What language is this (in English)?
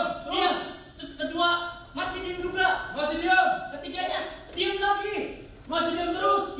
Betawi